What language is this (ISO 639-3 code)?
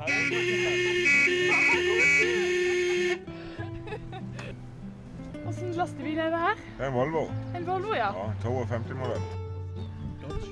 nor